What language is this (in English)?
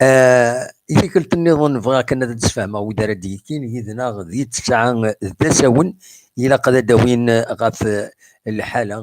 Kabyle